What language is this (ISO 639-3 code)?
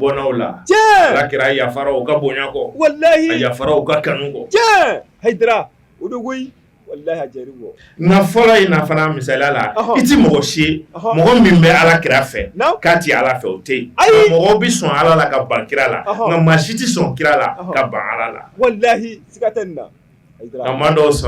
bam